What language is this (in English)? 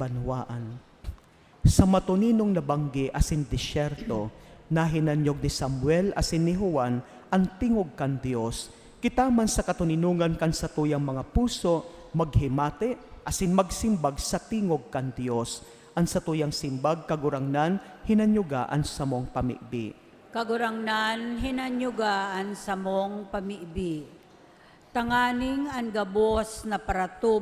Bikol